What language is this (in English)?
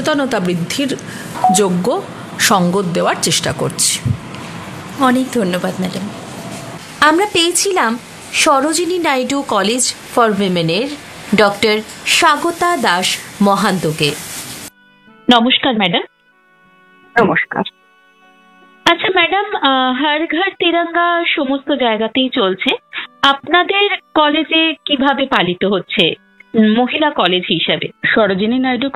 Bangla